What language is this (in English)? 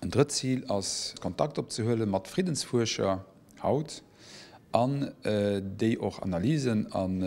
Luxembourgish